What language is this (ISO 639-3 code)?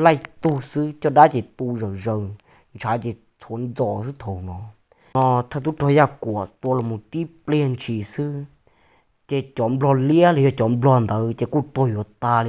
hmn